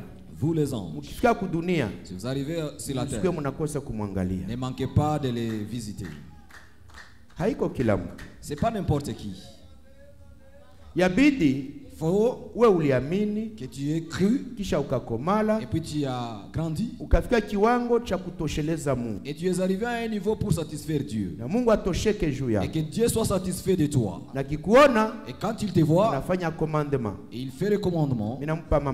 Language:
Swahili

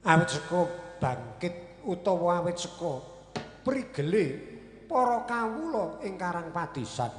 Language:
Javanese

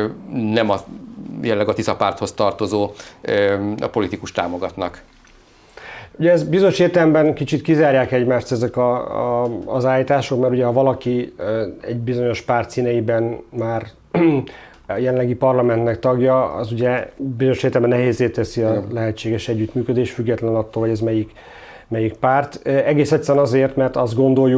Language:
Hungarian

